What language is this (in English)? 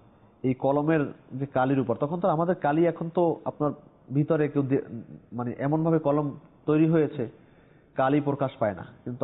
Bangla